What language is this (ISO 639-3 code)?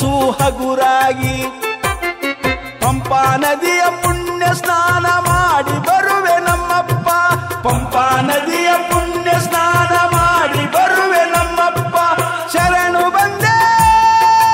kan